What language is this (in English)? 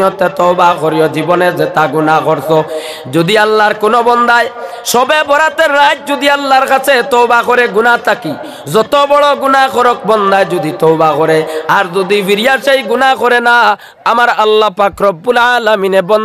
Sylheti